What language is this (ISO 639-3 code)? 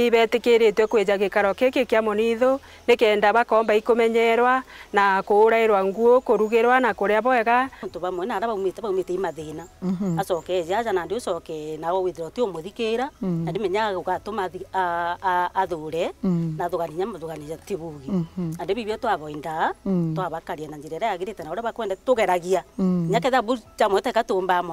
mer